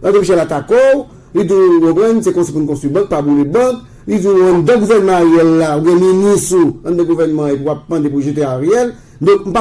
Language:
Haitian Creole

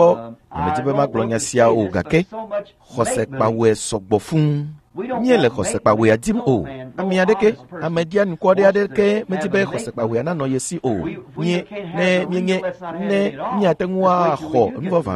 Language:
Ewe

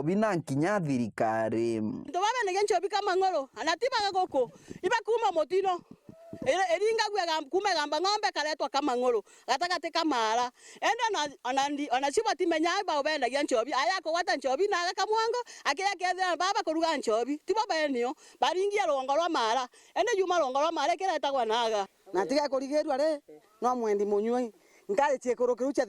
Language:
Meru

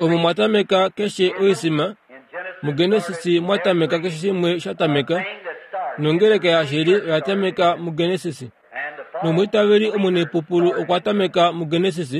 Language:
Kuanyama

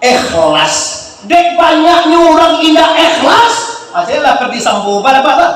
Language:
Minangkabau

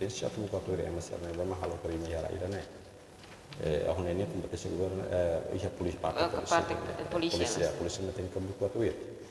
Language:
Tetum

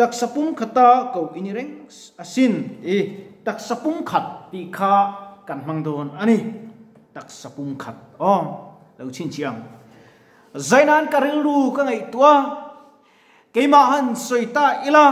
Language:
Mizo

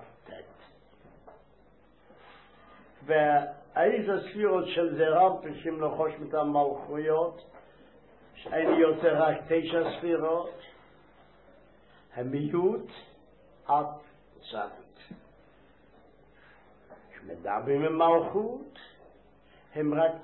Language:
Hebrew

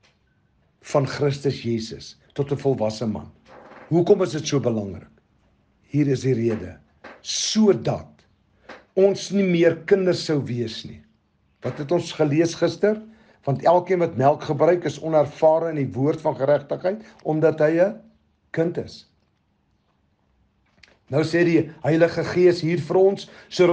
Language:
Afrikaans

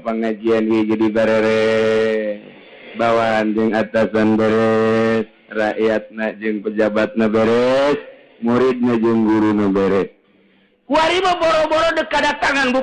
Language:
Sundanese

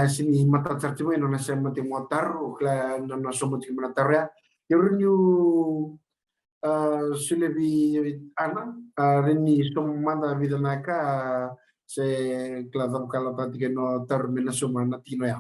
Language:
Fijian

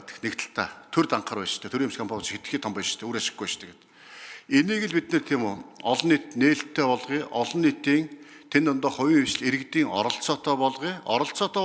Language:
Mongolian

